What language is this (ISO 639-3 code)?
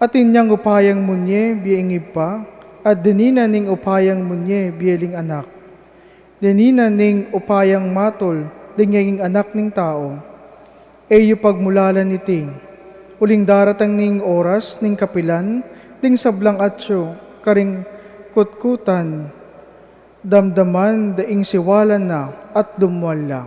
pam